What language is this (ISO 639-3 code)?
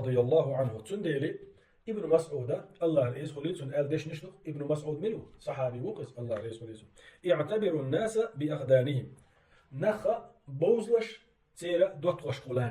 che